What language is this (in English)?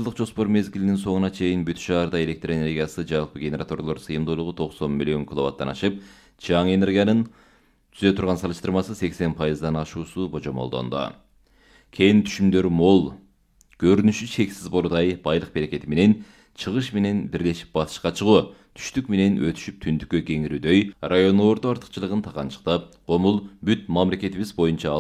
Kyrgyz